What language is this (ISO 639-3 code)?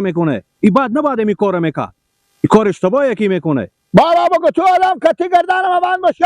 fas